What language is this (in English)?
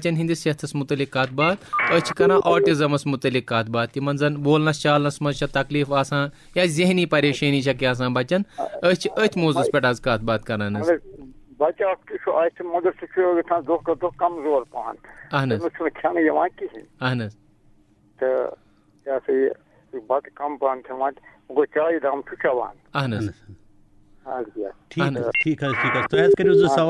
Kashmiri